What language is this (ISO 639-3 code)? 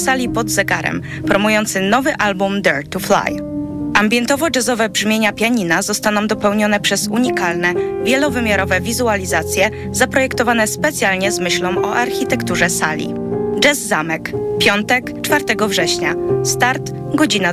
pol